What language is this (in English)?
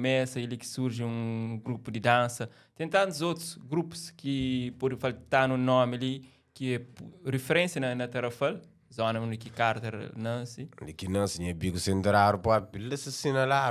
Kabuverdianu